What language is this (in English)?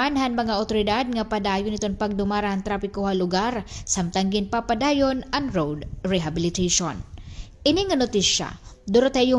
Waray